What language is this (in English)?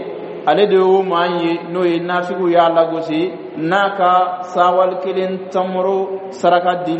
Bambara